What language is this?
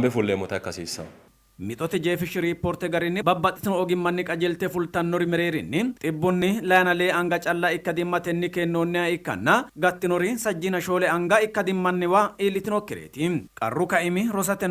Sidamo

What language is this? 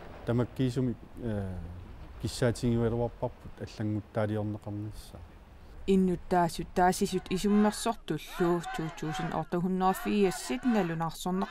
Kalaallisut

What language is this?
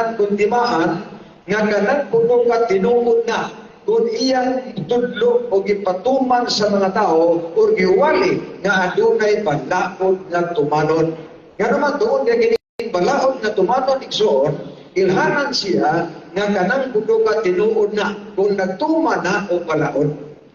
Cebuano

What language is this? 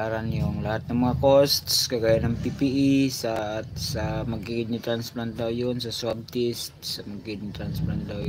Filipino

